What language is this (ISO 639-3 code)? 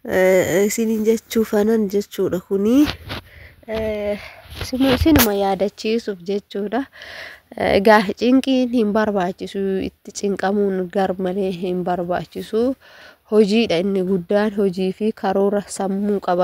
orm